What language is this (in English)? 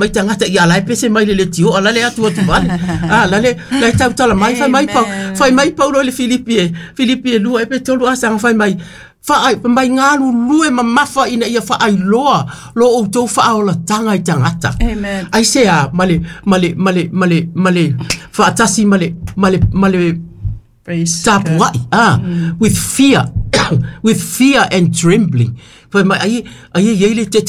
Samoan